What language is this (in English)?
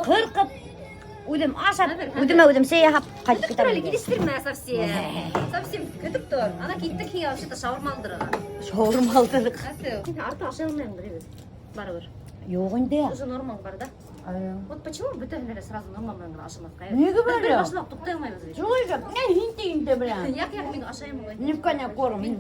Bashkir